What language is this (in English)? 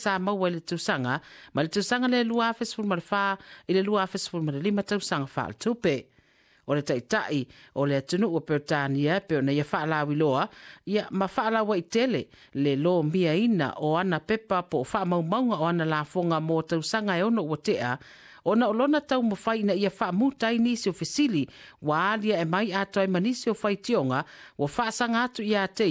Samoan